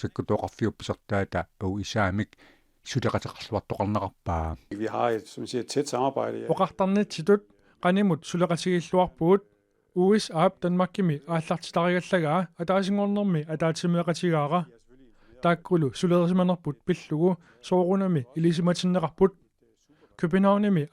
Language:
Kalaallisut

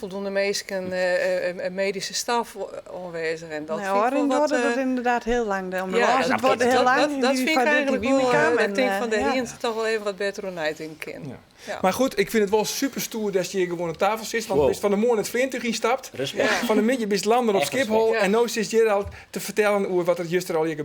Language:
Western Frisian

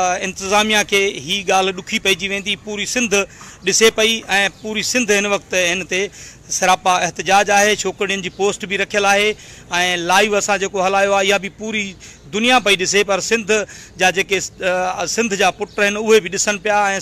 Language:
Sindhi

